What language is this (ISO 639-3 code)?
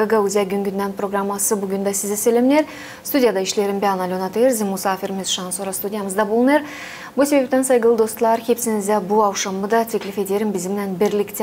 gag